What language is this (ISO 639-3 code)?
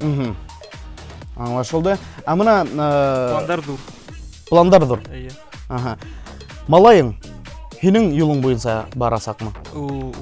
bak